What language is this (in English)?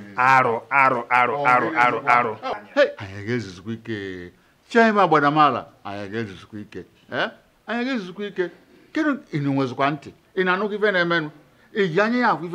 Igbo